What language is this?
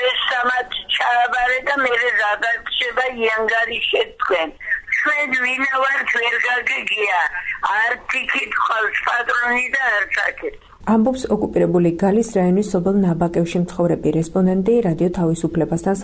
Georgian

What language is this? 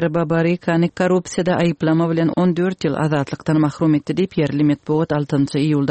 Turkmen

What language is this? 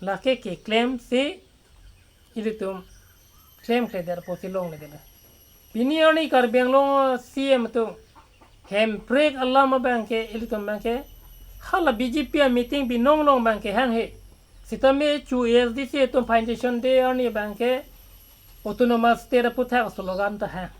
Karbi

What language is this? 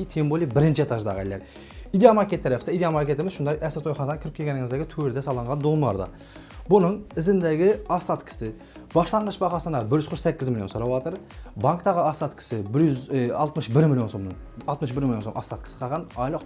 Uzbek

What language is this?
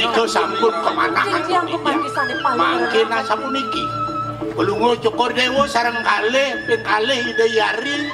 Balinese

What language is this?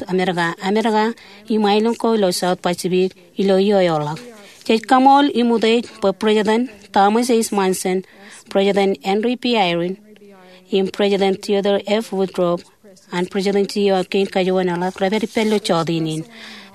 Marshallese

